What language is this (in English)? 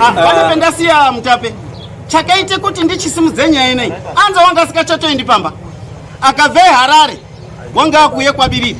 Shona